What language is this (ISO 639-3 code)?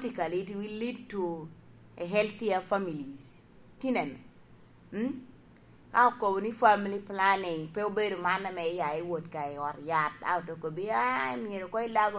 laj